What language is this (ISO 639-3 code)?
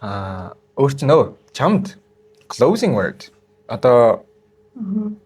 mon